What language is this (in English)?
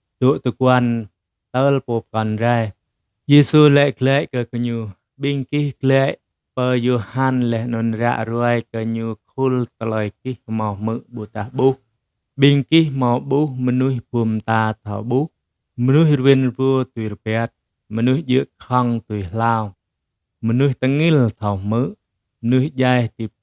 Jarai